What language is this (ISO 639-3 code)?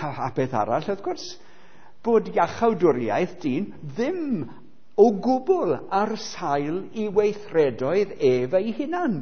cym